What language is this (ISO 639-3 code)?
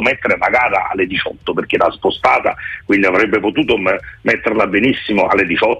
ita